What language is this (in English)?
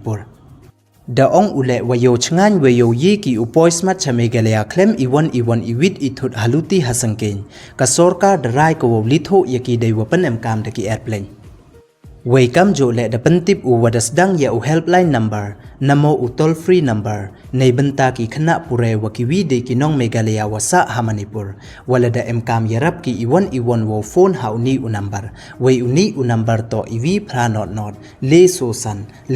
Pnar